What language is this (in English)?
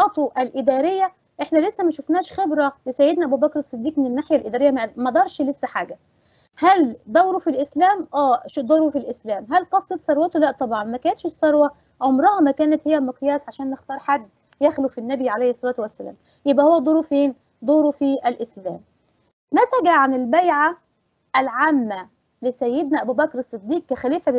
Egyptian Arabic